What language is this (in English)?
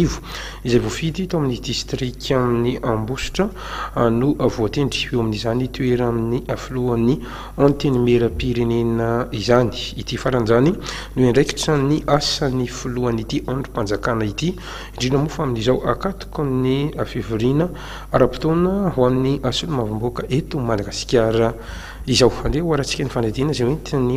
Malagasy